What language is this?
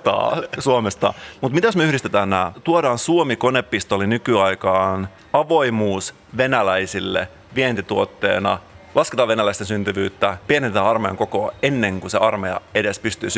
Finnish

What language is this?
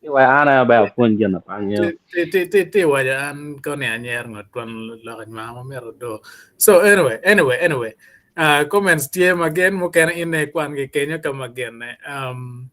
Acoli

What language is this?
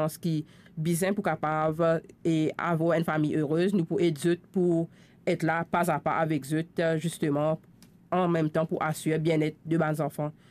Morisyen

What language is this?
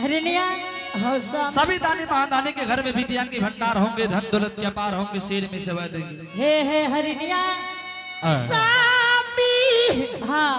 Angika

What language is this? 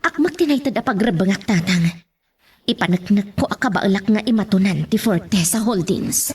Iloko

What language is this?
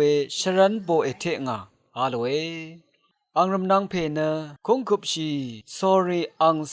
Rawang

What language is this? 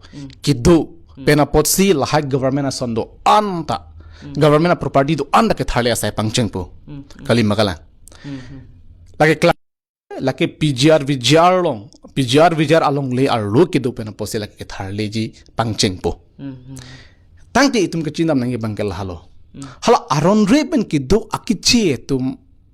Karbi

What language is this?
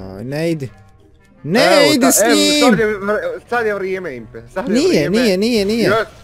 Croatian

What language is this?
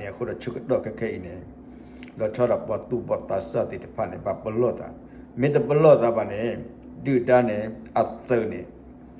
S'gaw Karen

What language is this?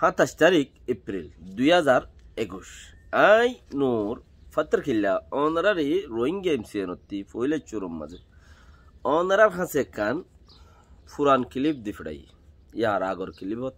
Rohingya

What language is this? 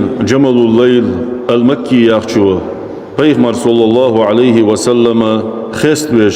Ingush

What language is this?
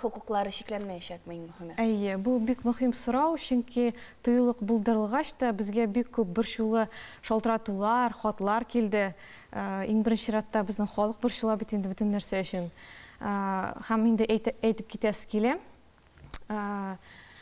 Tatar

